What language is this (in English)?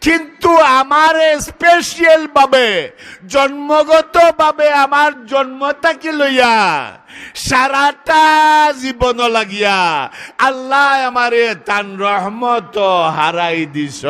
Sylheti